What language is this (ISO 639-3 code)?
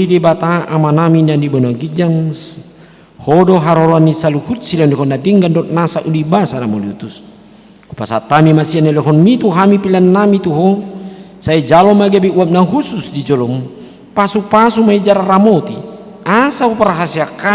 bbc